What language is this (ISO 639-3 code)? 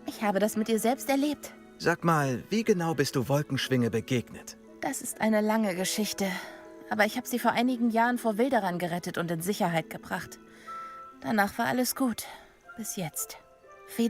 bar